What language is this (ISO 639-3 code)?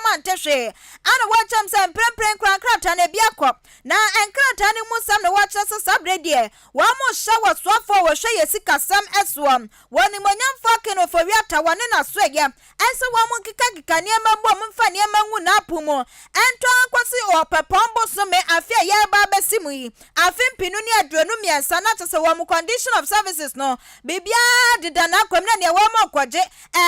aka